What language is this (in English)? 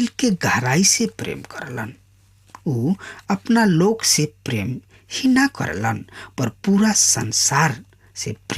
Bhojpuri